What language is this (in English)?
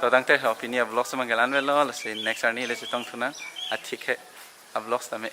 Karbi